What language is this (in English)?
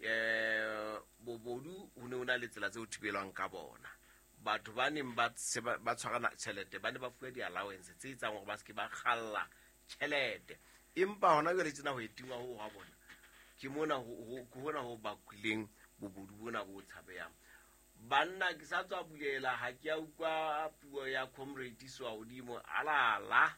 Southern Sotho